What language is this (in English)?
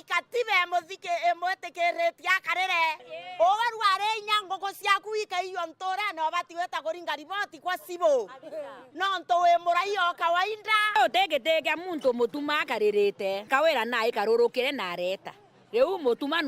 Meru